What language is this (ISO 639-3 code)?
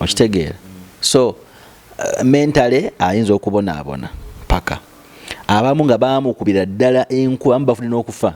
lug